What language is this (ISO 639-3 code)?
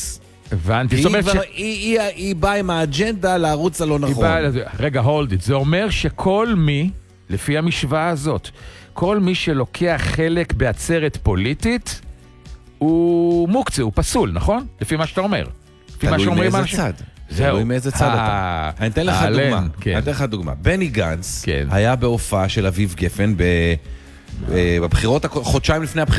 heb